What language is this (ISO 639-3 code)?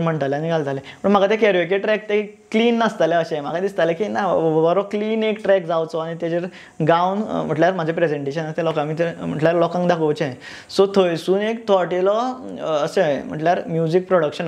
kok